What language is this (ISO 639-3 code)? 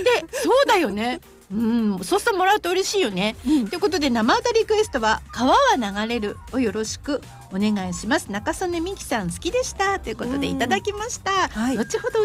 jpn